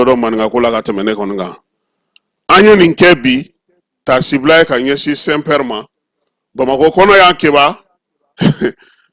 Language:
Bambara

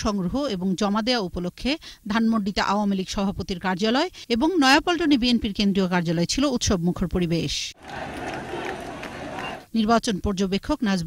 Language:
Bangla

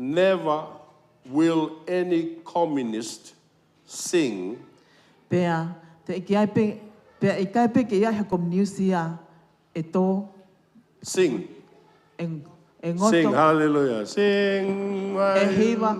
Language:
Tongan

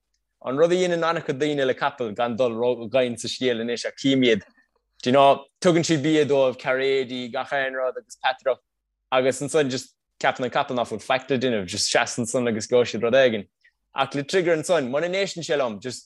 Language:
Irish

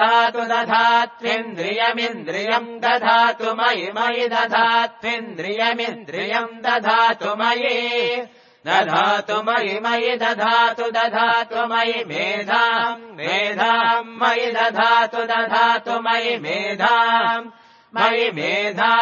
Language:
Sanskrit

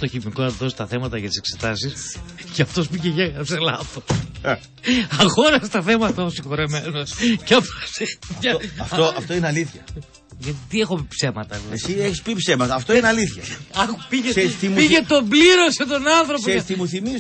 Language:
Greek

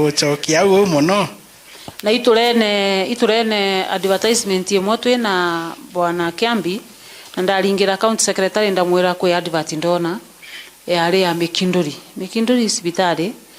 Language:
Meru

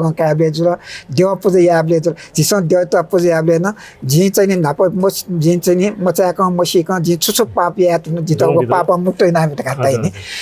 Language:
Newari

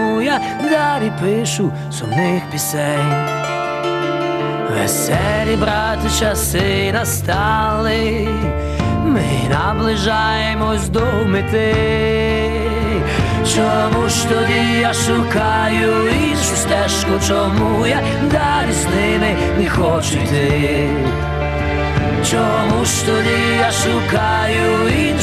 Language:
Ukrainian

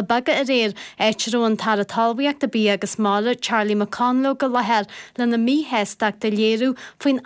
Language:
Irish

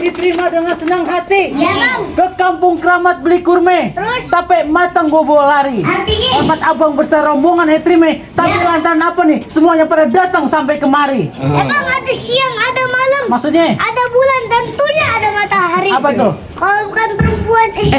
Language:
Betawi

